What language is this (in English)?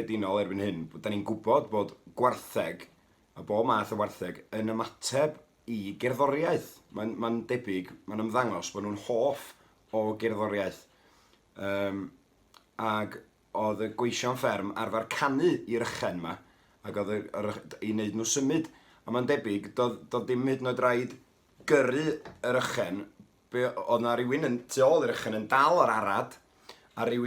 Welsh